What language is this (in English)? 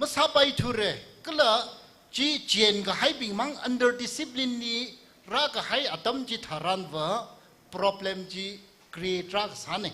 Tangkhul Naga (India)